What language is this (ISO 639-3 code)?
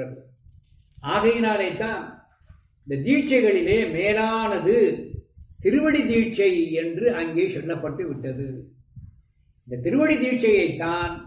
tam